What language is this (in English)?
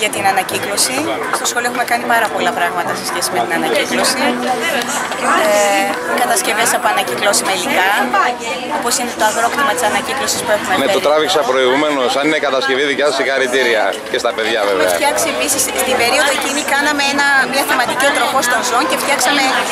Greek